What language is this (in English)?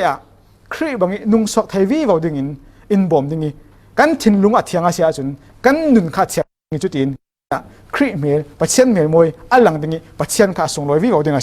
Falam Chin